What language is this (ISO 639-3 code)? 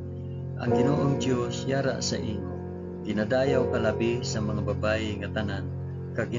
hil